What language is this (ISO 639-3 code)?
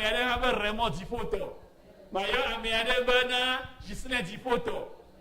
ewe